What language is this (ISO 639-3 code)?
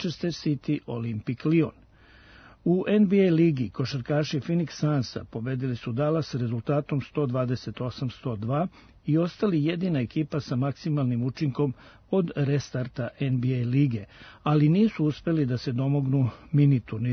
srp